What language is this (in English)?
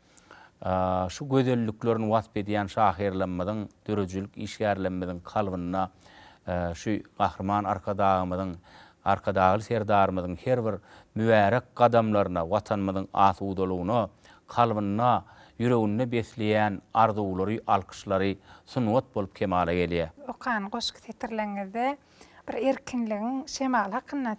Turkmen